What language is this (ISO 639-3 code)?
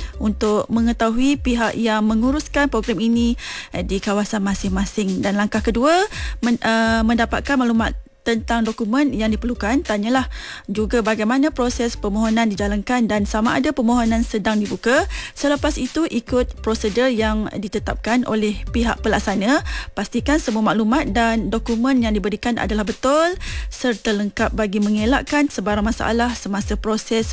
msa